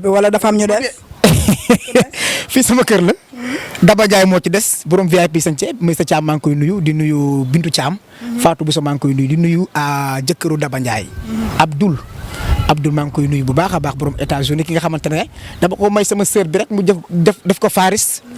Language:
Wolof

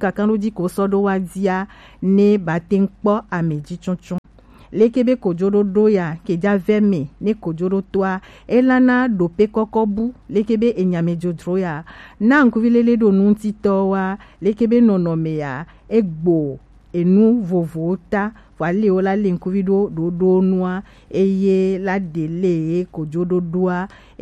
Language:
Gen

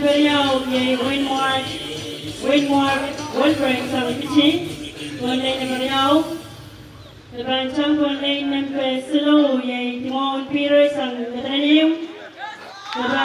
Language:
Pohnpeian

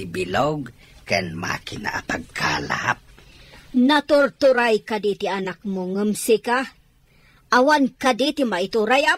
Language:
Iloko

